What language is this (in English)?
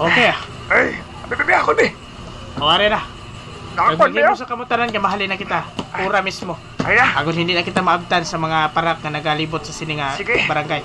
Hiligaynon